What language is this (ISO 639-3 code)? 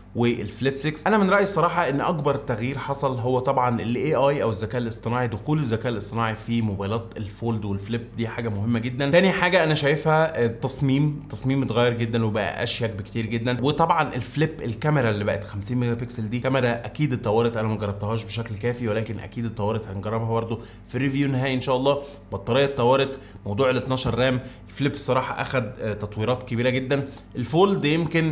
arz